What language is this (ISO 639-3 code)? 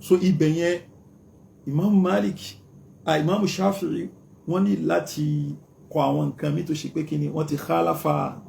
yor